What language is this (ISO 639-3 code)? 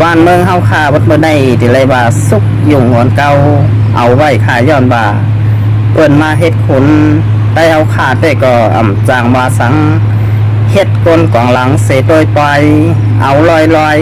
shn